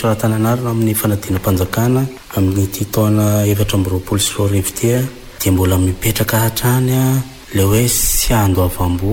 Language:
Malagasy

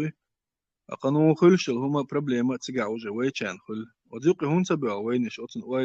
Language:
Chechen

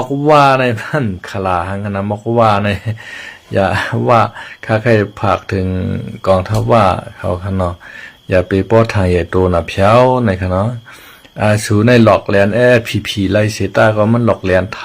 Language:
Shan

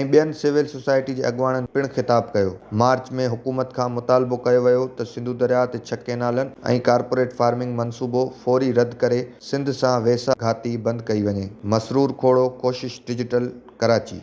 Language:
Sindhi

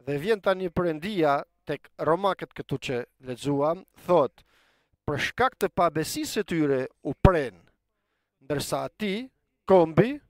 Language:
Albanian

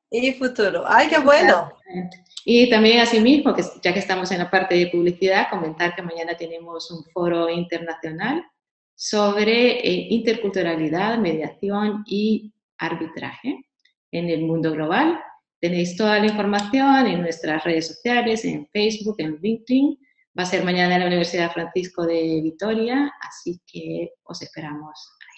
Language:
Spanish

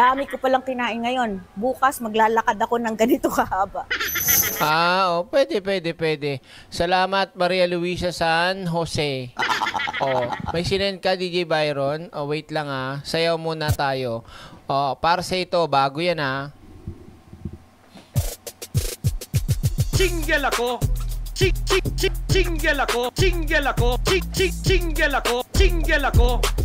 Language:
Filipino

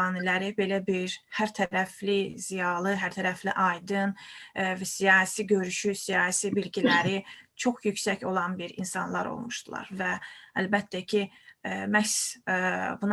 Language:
Azerbaijani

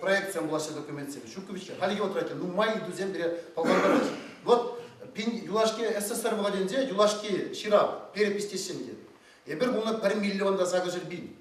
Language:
Chuvash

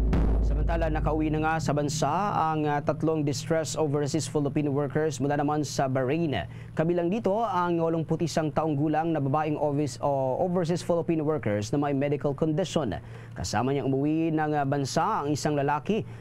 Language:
Filipino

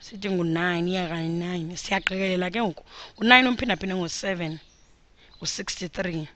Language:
Xhosa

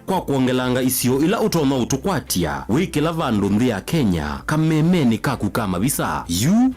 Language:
Kamba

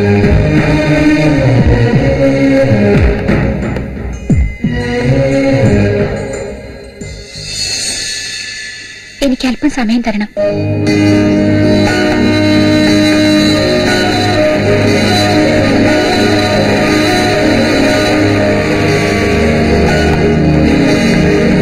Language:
Malayalam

